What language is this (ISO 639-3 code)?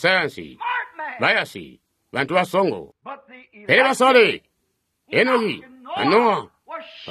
toi